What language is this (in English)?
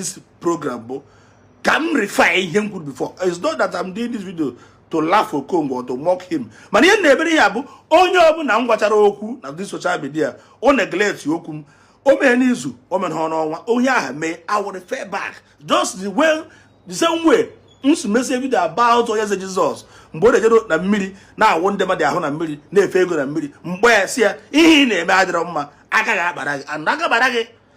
Igbo